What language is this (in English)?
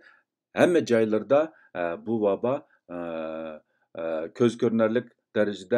Uyghur